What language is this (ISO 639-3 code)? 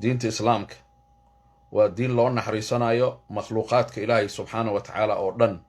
som